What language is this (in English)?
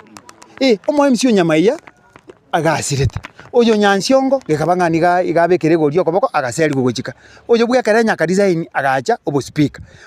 Gusii